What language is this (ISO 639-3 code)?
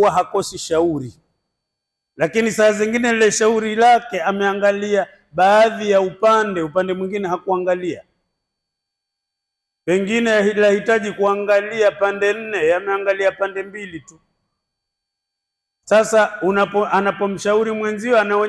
swa